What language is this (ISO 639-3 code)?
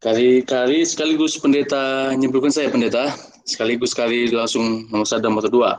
btx